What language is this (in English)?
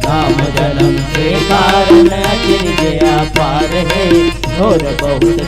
Chhattisgarhi